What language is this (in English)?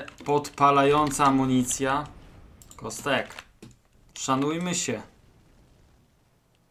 Polish